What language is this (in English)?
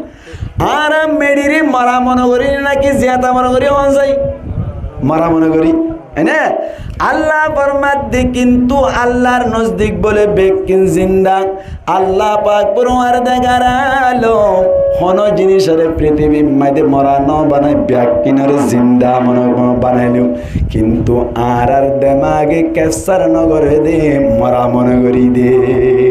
Rohingya